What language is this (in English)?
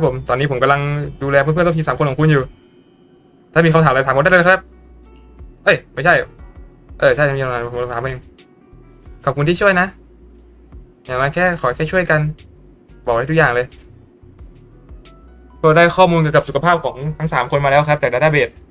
Thai